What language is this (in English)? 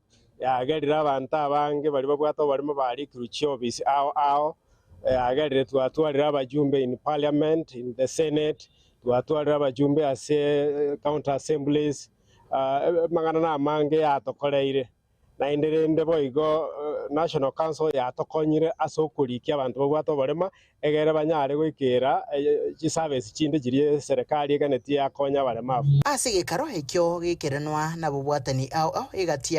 Gusii